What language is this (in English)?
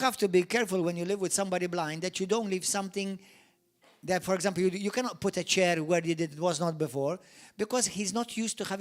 English